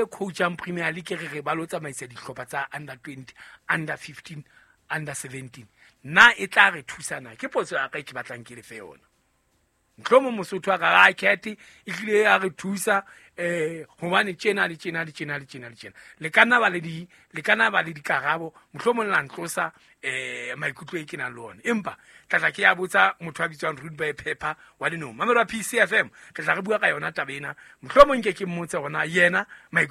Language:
Southern Sotho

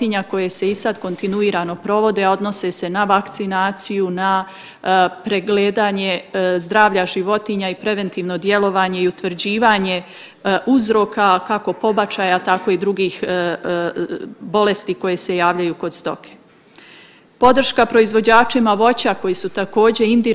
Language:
Bosnian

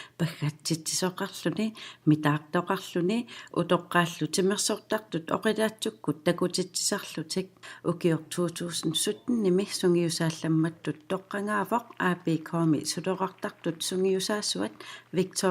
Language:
Kalaallisut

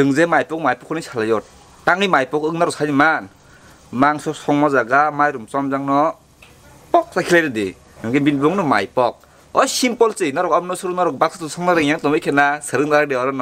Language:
Kok Borok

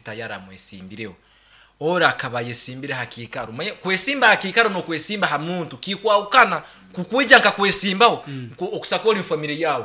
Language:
Nyankole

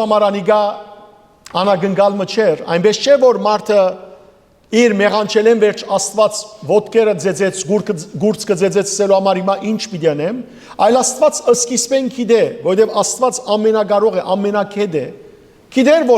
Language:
Western Armenian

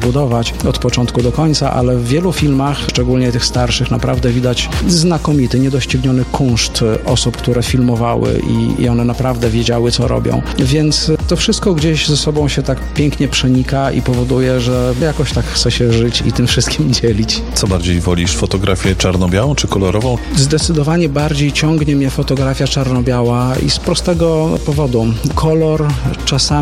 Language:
Polish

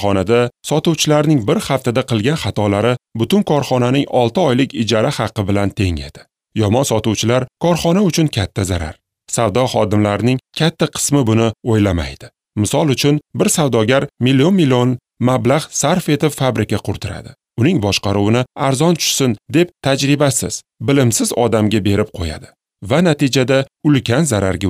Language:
Uzbek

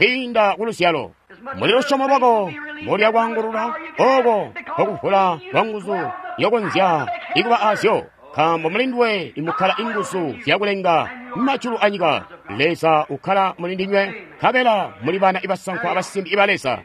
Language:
Tonga (Zambia)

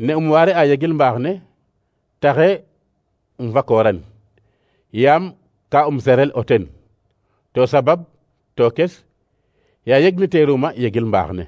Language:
Serer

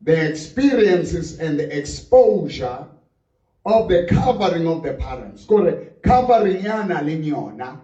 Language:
Southern Sotho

